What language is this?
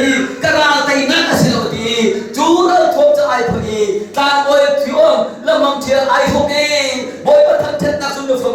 Hakha Chin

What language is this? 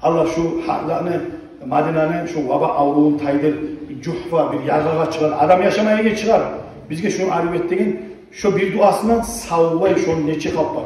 Kumyk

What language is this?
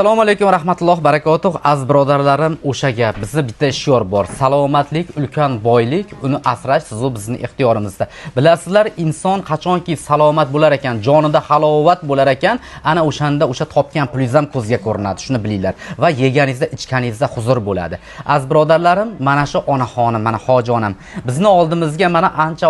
Uzbek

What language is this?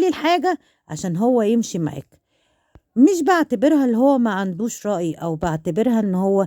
Egyptian Arabic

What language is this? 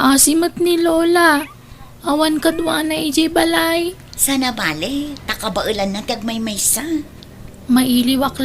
Iloko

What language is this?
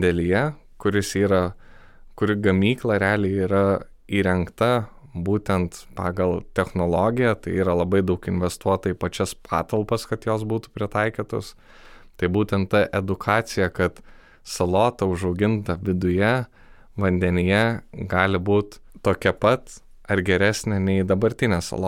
Lithuanian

